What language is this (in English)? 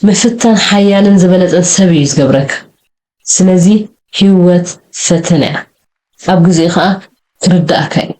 Tigrinya